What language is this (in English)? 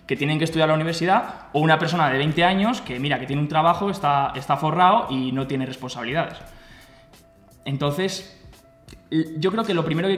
Spanish